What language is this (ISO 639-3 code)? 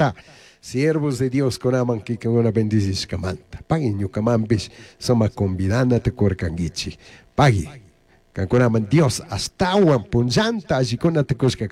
qug